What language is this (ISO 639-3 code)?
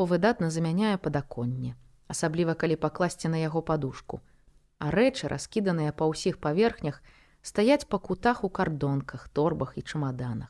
bel